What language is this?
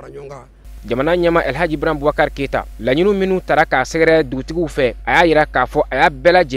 Bambara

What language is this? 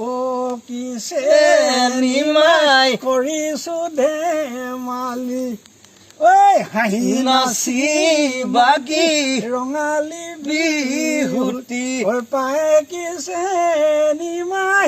Assamese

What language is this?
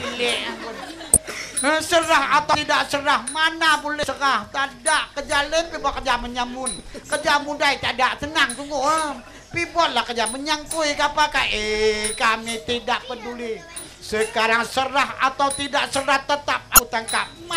Malay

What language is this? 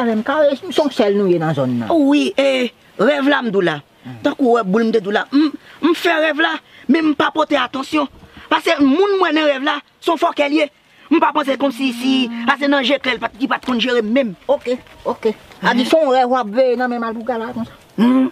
Haitian Creole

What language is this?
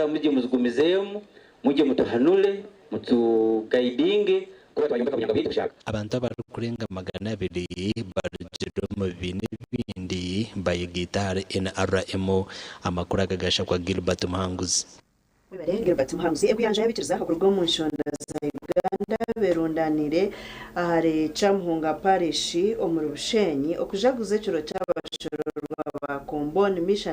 Nyankole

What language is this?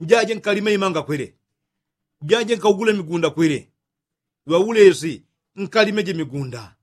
Yao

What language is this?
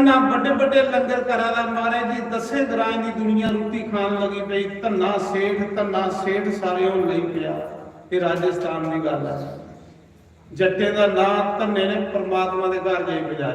Dogri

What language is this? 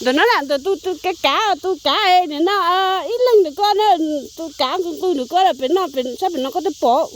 Hmong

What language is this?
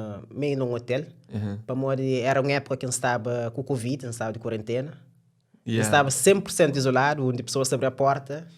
Kabuverdianu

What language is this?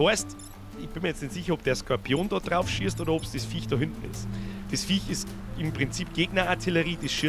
Bavarian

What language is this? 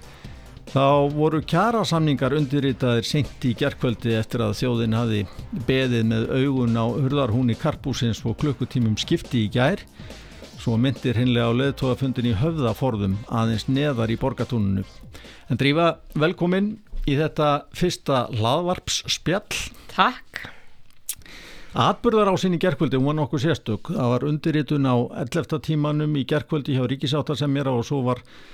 Icelandic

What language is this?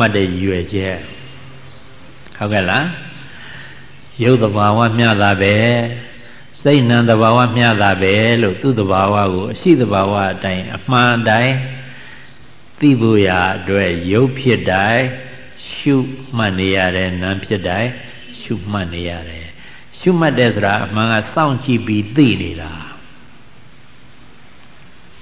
Burmese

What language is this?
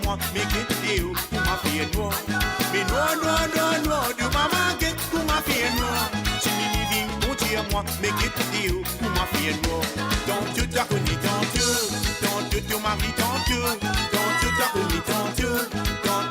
Morisyen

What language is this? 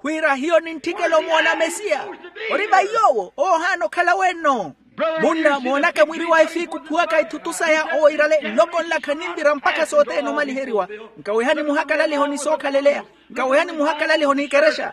Makhuwa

